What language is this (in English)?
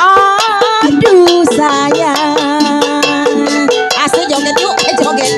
Betawi